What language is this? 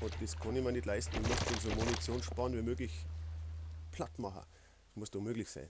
Bavarian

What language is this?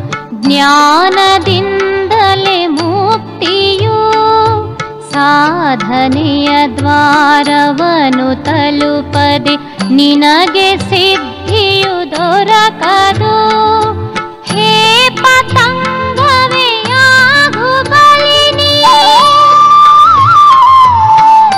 Kannada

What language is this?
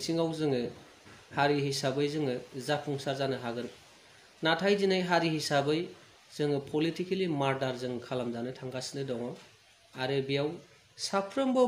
Bodo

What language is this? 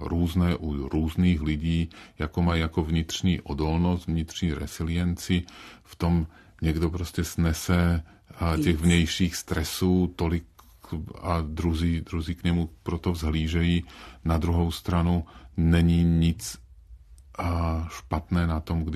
Czech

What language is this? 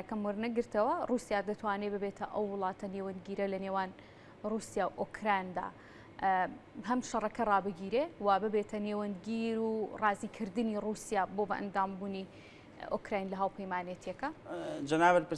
Central Kurdish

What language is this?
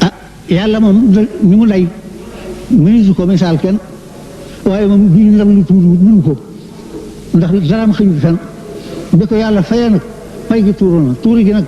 Wolof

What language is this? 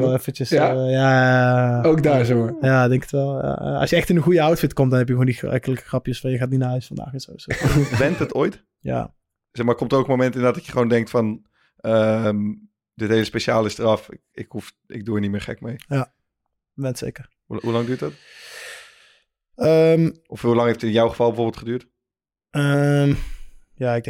Dutch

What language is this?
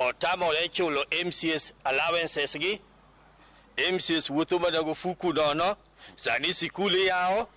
Luo (Kenya and Tanzania)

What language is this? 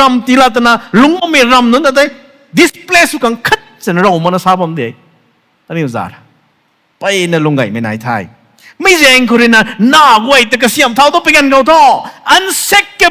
Rongmei Naga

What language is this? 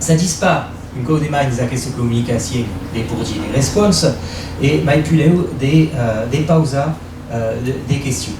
Occitan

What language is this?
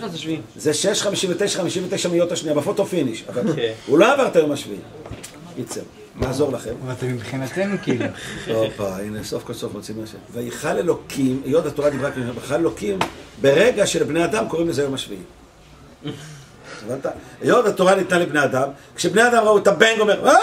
Hebrew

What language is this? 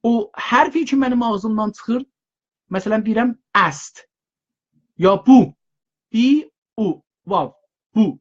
South Azerbaijani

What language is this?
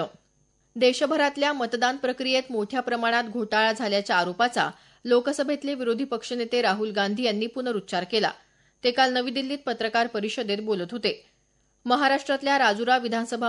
Marathi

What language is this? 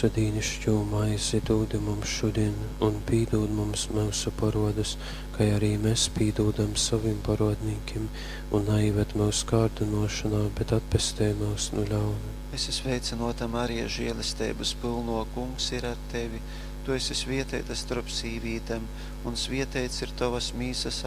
Latgalian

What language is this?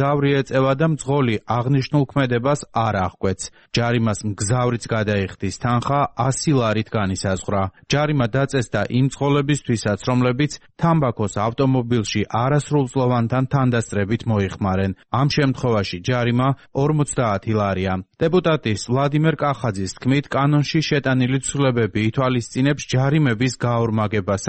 Georgian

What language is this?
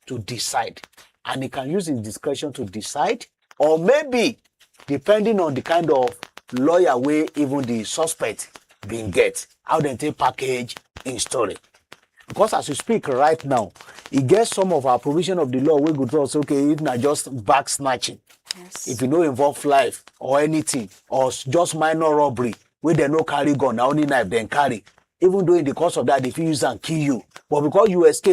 Nigerian Pidgin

